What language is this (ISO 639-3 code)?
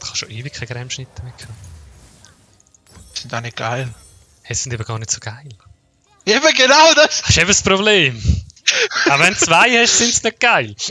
gsw